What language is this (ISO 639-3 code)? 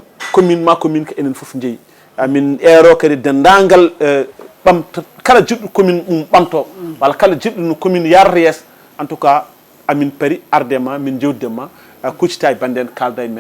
ful